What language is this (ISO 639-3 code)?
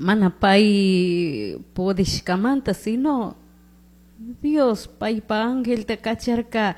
qug